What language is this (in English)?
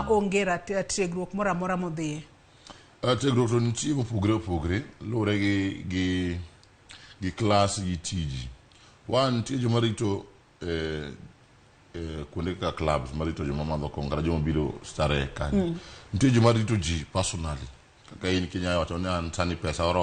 Luo (Kenya and Tanzania)